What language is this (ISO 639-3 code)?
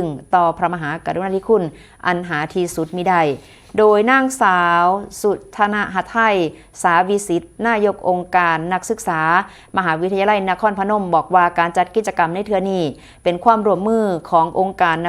tts